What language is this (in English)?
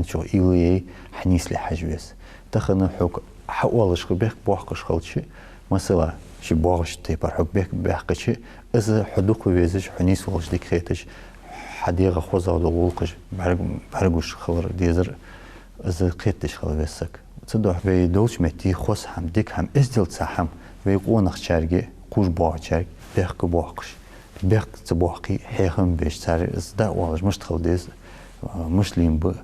Ingush